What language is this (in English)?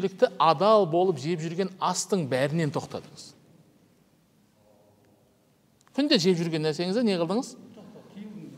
Kazakh